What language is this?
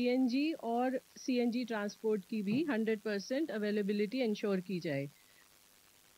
Hindi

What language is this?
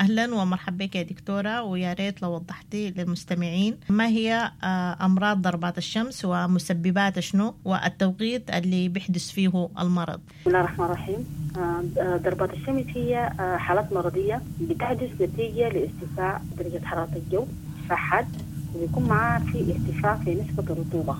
Sudanese Arabic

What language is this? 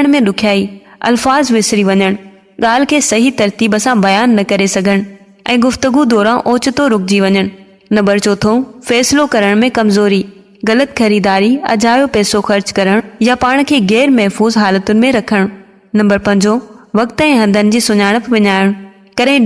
Sindhi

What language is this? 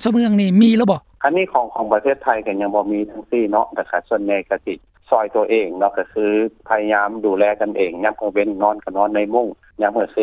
Lao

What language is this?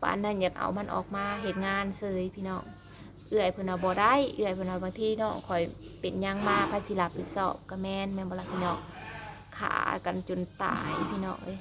Northeastern Thai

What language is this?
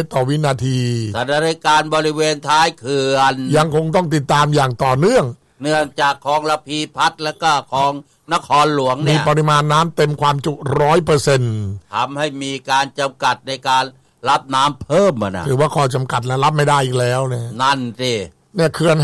Thai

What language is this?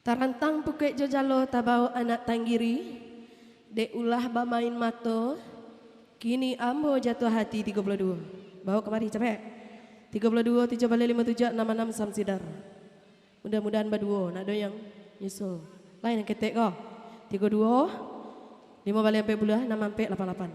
Minangkabau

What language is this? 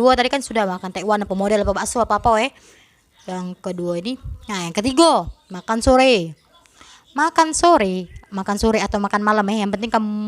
Musi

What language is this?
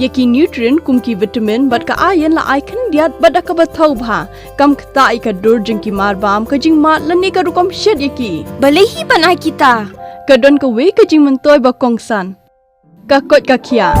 Khasi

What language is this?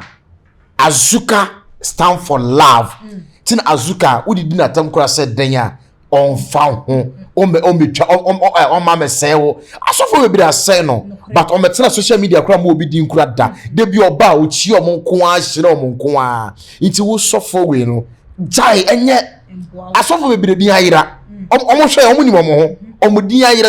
Akan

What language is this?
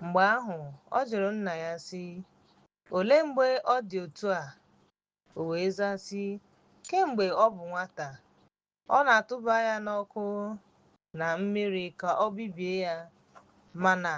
Igbo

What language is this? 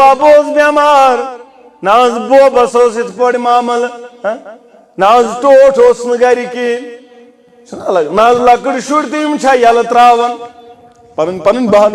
Kashmiri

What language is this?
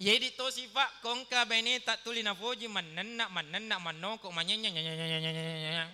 Buginese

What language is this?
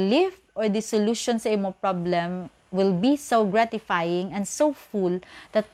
Hiligaynon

